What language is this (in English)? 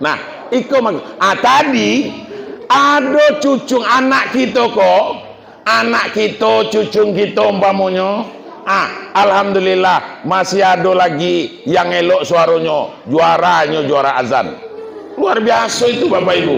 Minangkabau